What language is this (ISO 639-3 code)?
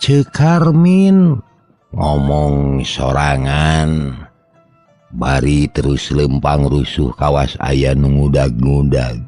sun